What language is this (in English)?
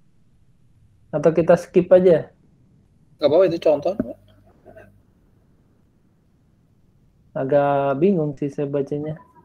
Indonesian